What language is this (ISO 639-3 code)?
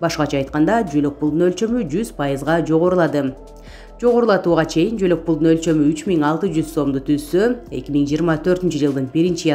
kir